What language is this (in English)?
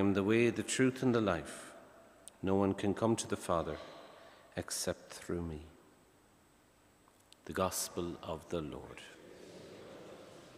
English